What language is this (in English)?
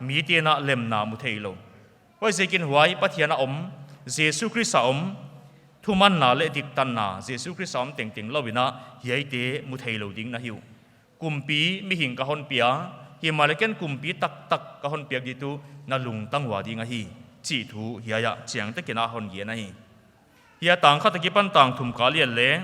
Paite Chin